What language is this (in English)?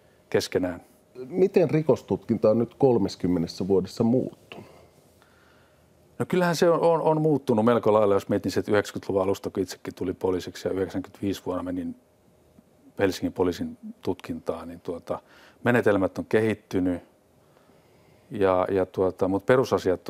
Finnish